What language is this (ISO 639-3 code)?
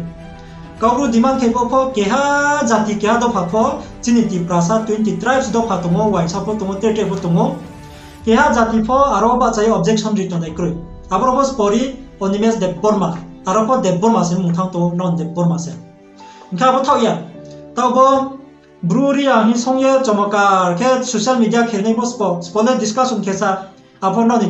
ria